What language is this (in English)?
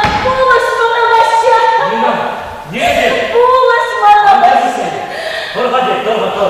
Chuvash